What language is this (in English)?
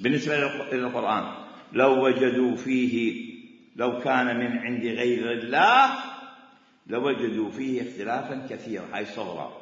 Mesopotamian Arabic